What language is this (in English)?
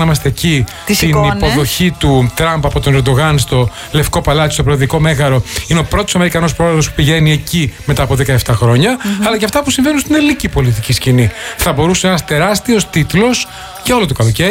Greek